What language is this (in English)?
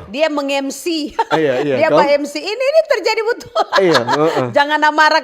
Manado Malay